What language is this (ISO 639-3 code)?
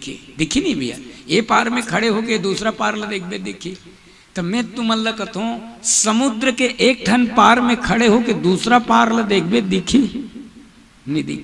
hne